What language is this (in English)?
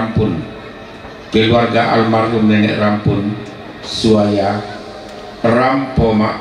Toraja-Sa'dan